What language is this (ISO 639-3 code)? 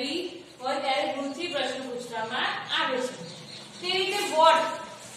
guj